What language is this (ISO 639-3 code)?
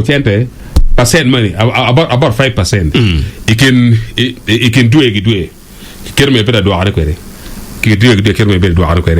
ach